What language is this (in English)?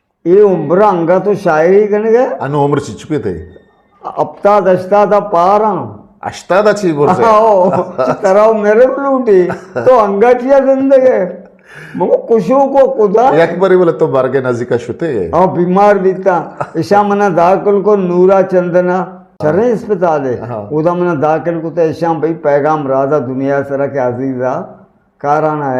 Eastern Balochi